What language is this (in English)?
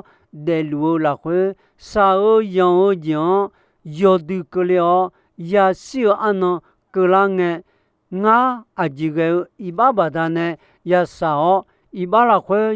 Akha